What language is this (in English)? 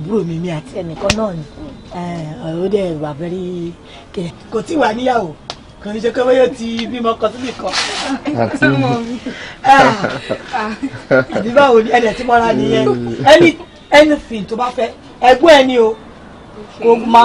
Yoruba